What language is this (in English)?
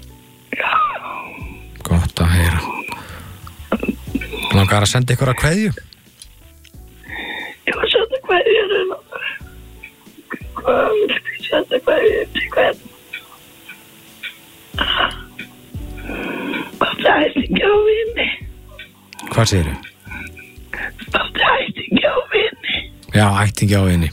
Icelandic